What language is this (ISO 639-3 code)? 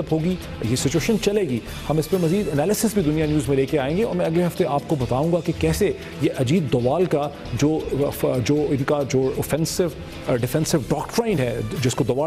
urd